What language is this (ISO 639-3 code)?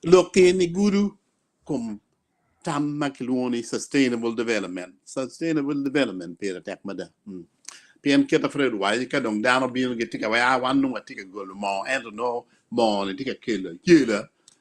ach